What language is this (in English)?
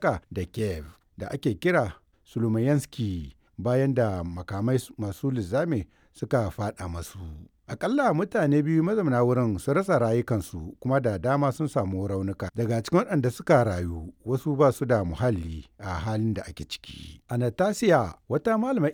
Hausa